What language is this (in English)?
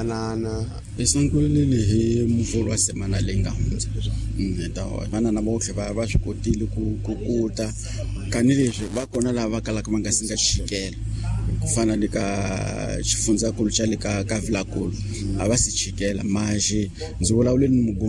Tsonga